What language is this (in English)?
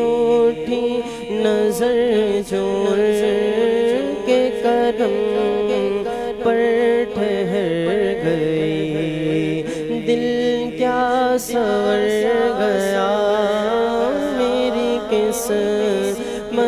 Urdu